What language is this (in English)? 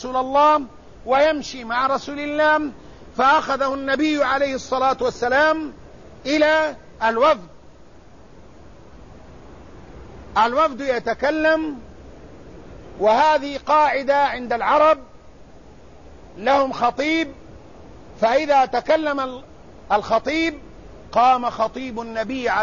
Arabic